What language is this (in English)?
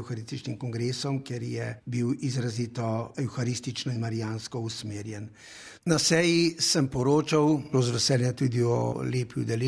Slovenian